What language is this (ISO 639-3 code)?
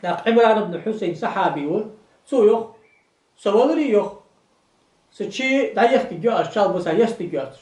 inh